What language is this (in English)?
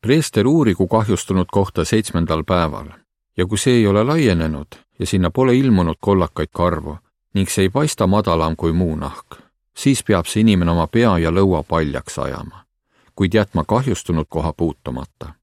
Estonian